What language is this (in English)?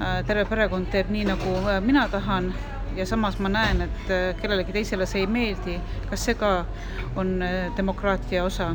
Estonian